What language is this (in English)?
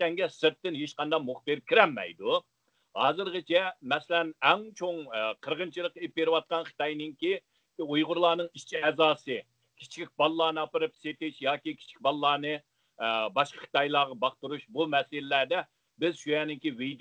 Uyghur